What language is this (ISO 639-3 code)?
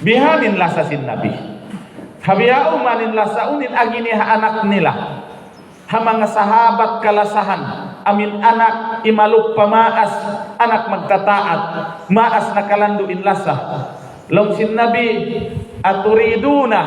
tsg